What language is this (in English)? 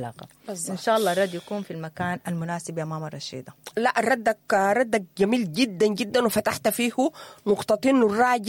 Sudanese Arabic